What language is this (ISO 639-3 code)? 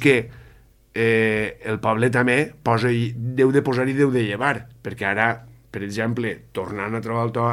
cat